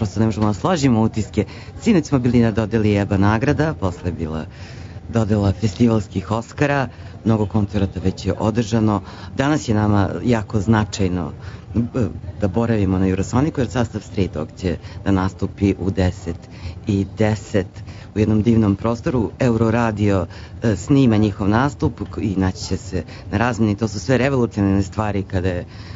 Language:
Serbian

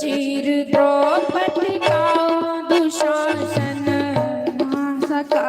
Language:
Dogri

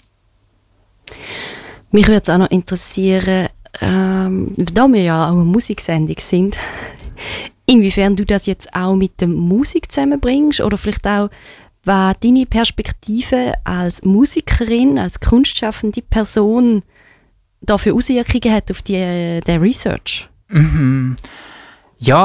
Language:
German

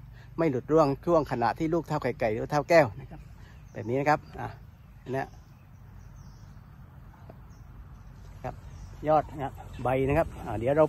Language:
Thai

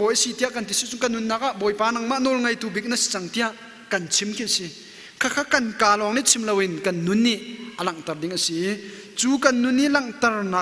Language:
Hakha Chin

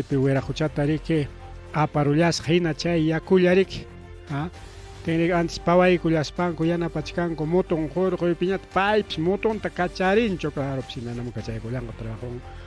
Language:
Ayacucho Quechua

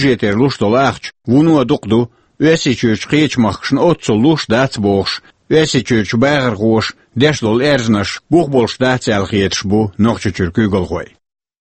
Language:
Chechen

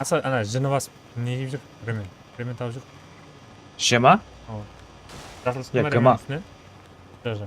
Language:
Kara-Kalpak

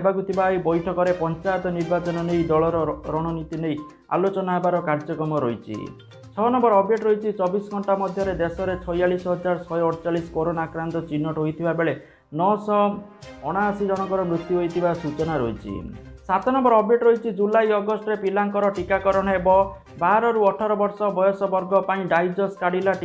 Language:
Odia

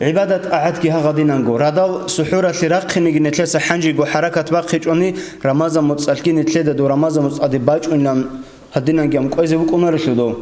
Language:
Avaric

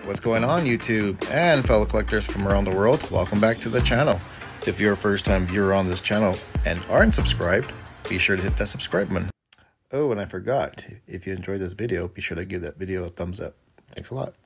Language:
English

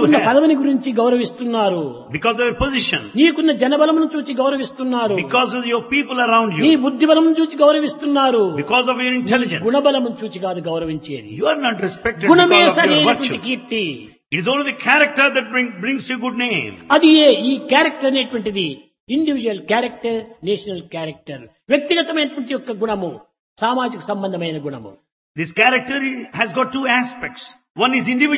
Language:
Telugu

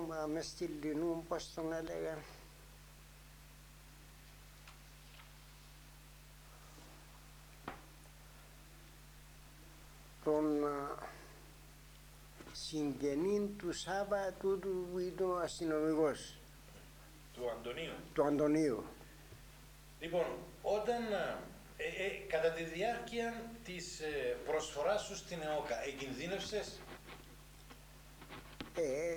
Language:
Greek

